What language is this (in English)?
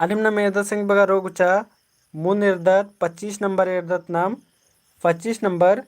Kurukh